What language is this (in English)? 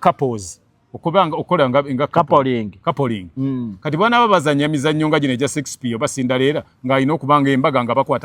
Ganda